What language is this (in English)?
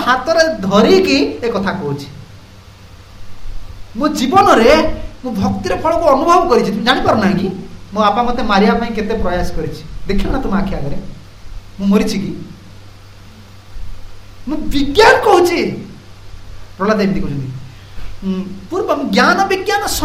Odia